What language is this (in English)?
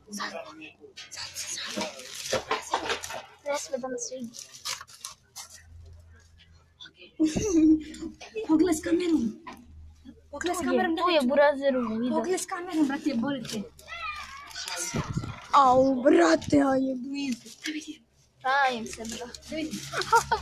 Serbian